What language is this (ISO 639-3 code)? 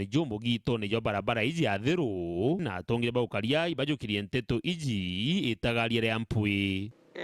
mer